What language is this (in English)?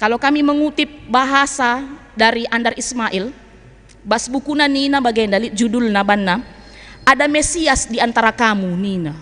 Batak Karo